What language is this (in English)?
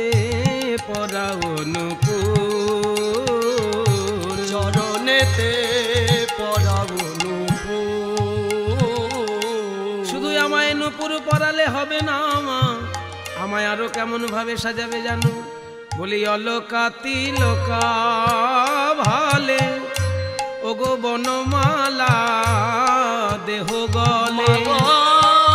Bangla